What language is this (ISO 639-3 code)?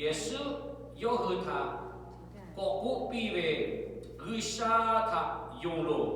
lhu